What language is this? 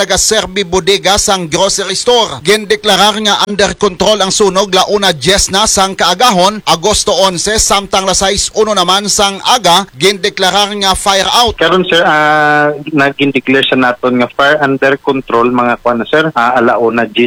Hiligaynon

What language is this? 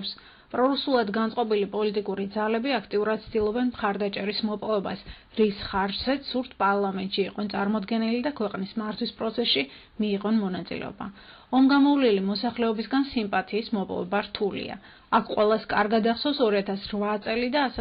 Georgian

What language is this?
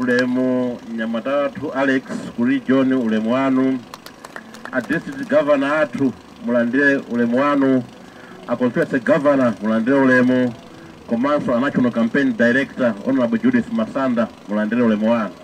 Nyanja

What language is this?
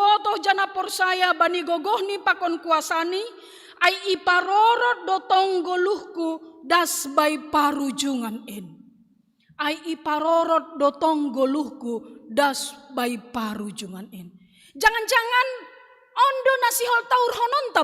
Batak Simalungun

